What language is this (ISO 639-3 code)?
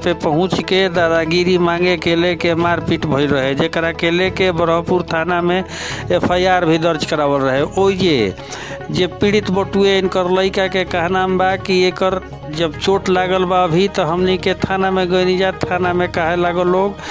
bho